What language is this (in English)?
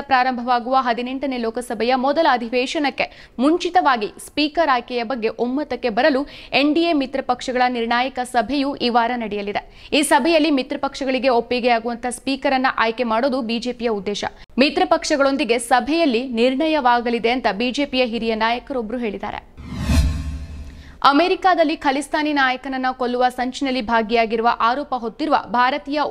Kannada